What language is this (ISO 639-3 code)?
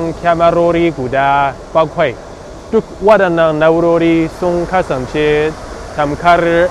hau